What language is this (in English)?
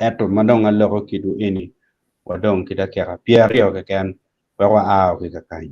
Acoli